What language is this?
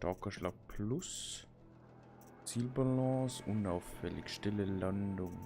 Bavarian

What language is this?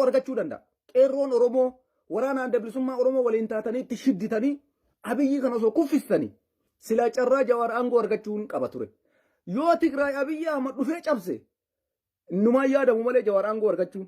Oromo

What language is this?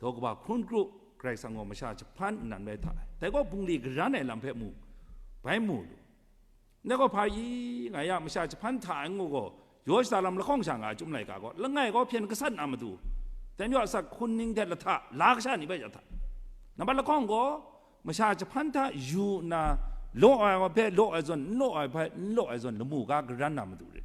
Kachin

